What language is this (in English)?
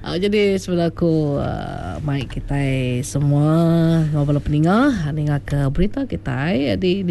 Iban